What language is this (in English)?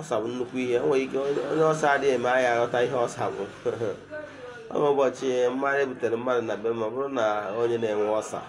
Igbo